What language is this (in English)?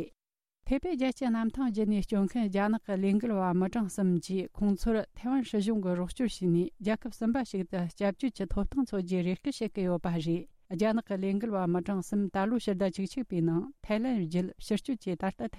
Tibetan